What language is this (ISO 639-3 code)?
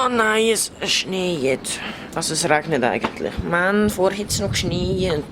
gsw